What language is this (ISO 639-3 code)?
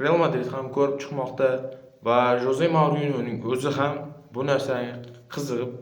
uzb